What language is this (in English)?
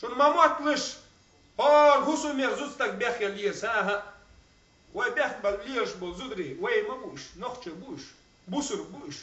Chechen